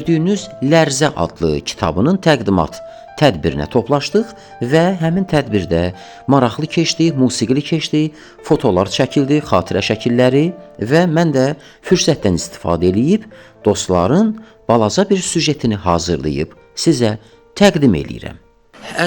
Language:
Azerbaijani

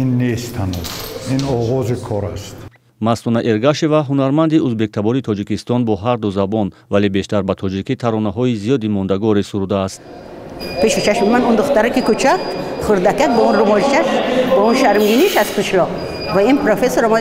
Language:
Tajik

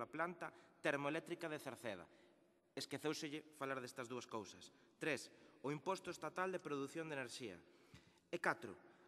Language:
Galician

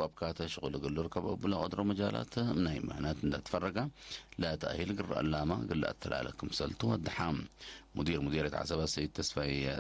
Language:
Tigre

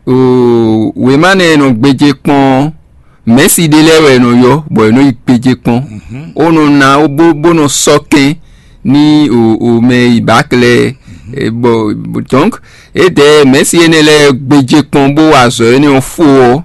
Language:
Fon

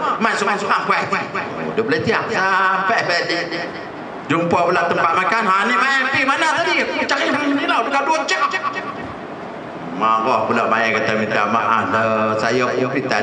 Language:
Malay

